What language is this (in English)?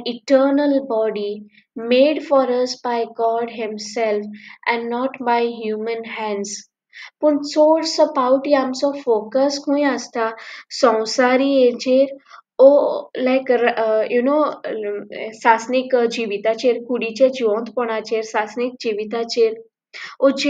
Konkani